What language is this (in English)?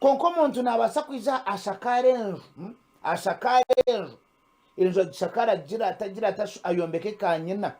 Nyankole